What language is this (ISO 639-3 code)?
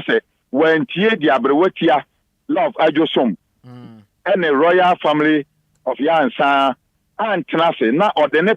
aka